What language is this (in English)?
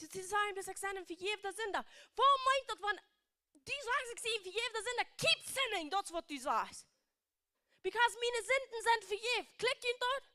Plautdietsch